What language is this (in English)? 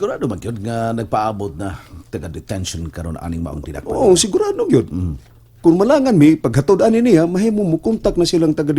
Cebuano